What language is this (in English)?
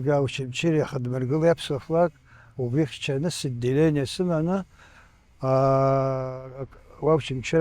Abkhazian